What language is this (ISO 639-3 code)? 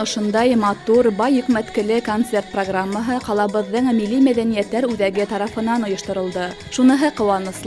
bak